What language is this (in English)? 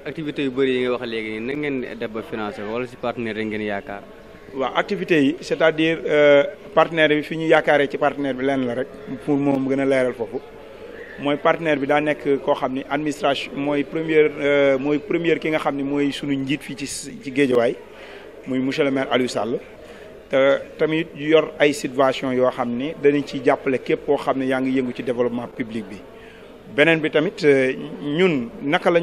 Wolof